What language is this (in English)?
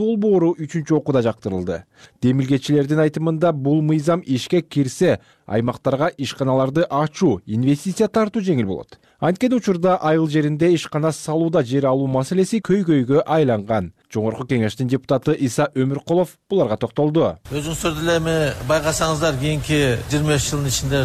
Kyrgyz